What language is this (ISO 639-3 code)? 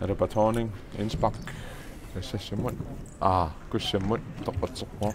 kal